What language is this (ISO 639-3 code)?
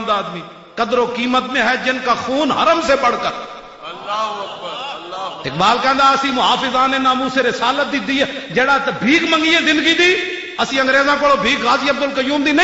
lah